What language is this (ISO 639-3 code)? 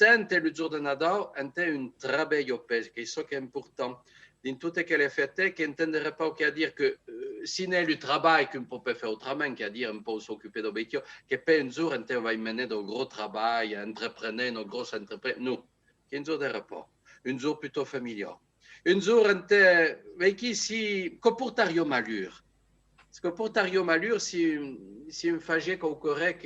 oci